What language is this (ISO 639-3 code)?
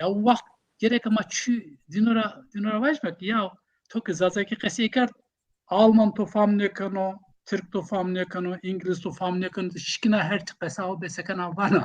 zza